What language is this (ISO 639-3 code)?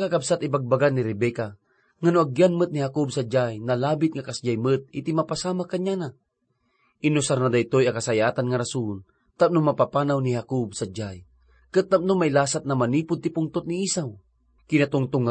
ilo